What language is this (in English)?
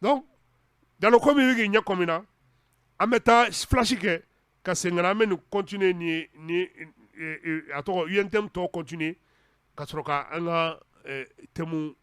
Bambara